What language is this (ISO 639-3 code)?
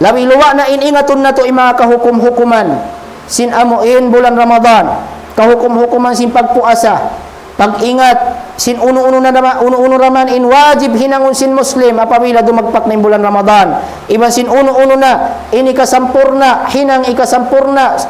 tsg